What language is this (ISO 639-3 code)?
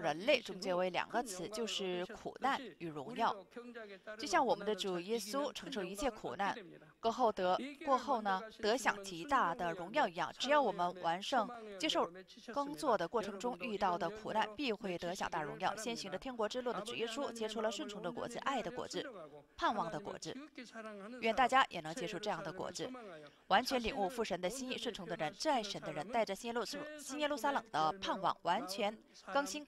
zho